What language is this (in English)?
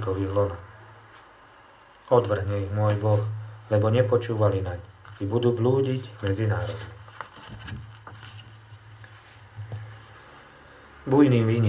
Slovak